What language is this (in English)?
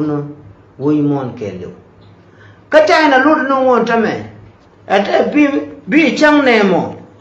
Nuer